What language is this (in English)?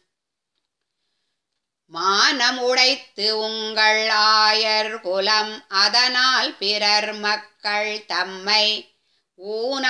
Tamil